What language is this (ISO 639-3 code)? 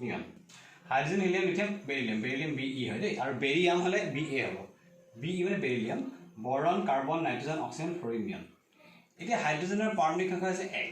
asm